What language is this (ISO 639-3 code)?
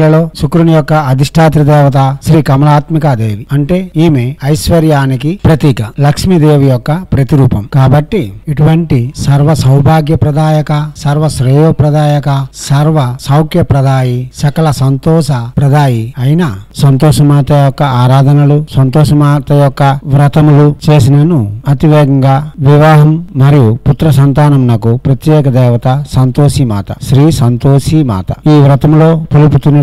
tel